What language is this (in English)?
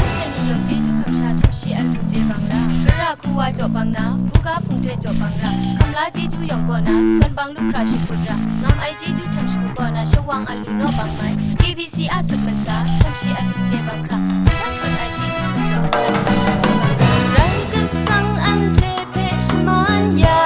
Kachin